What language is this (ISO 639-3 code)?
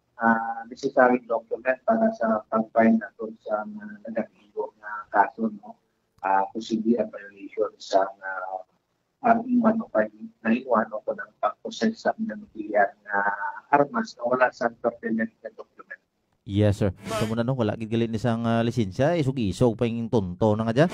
hil